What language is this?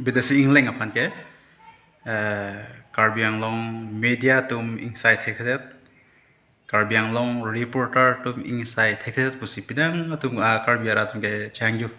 Karbi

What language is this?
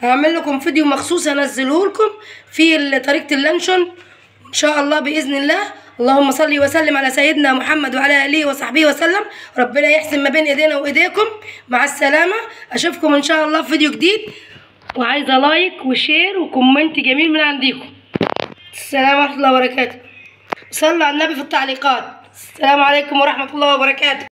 Egyptian Arabic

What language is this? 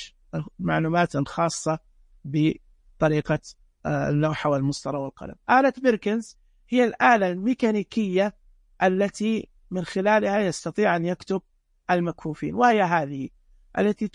Najdi Arabic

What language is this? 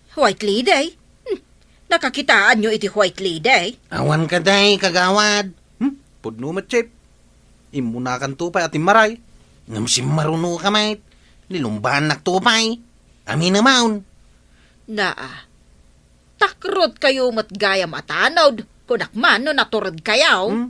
Iloko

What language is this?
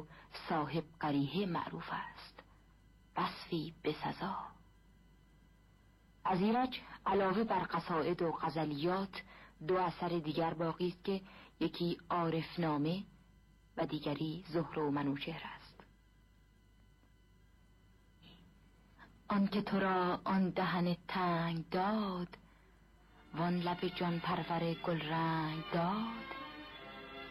Persian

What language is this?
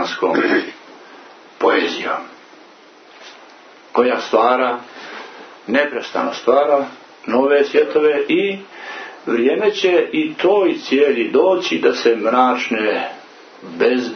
Croatian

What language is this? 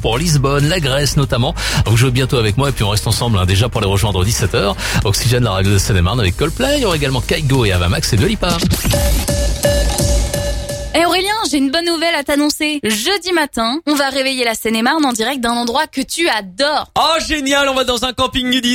French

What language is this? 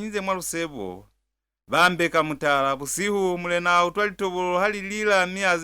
Lozi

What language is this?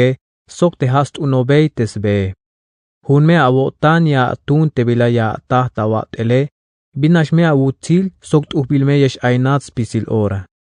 Tzeltal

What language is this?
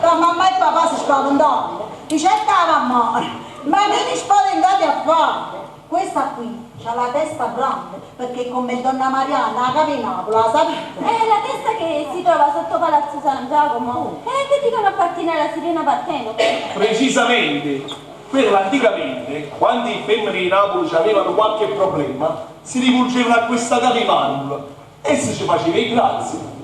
Neapolitan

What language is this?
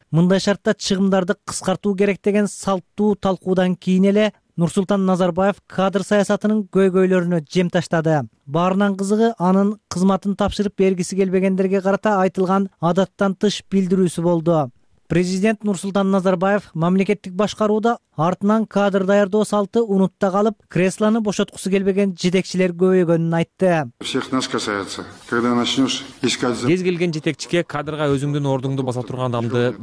Kyrgyz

